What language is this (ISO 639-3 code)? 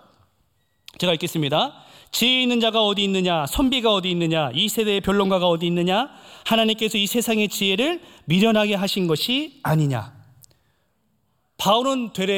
kor